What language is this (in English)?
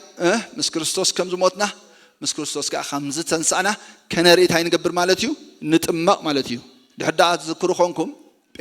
Tigrinya